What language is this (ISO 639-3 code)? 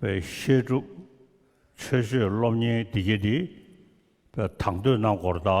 bod